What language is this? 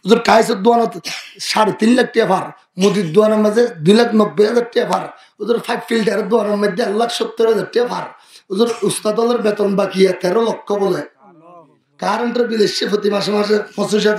Rohingya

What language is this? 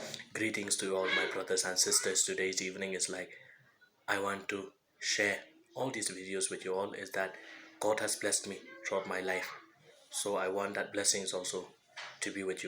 Khasi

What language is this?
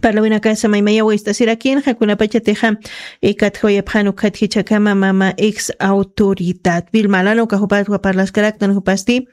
Aymara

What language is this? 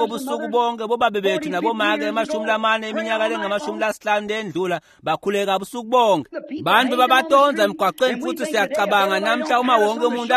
Swati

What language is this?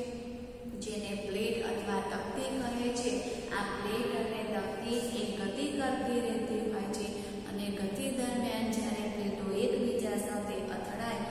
Gujarati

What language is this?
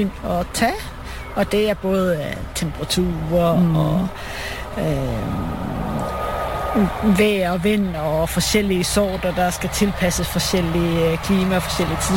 Danish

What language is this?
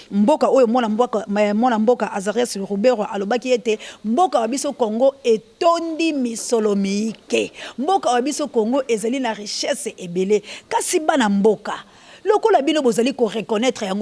Lingala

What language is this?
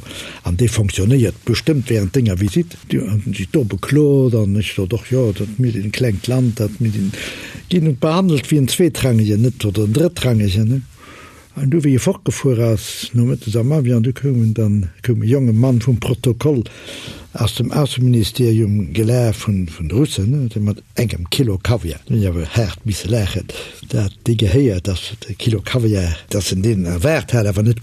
Luxembourgish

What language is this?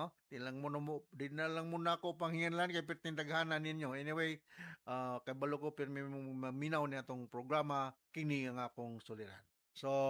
Cebuano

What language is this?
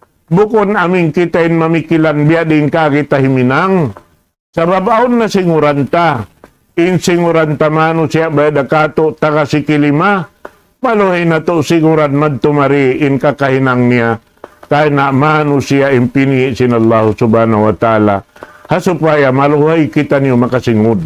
Tausug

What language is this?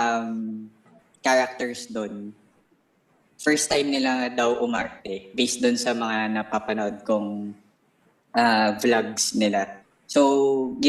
Filipino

